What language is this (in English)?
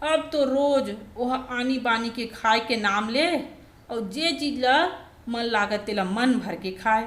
Chhattisgarhi